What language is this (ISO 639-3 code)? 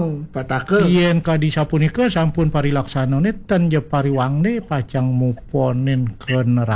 ban